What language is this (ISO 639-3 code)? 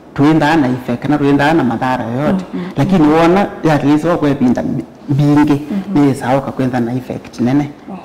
kam